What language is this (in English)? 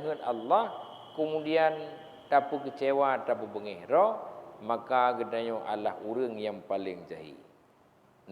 Achinese